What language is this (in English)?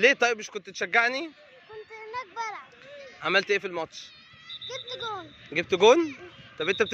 Egyptian Arabic